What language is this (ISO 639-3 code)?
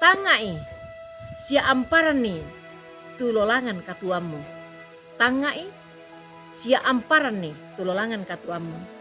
sda